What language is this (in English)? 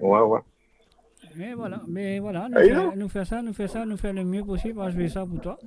Morisyen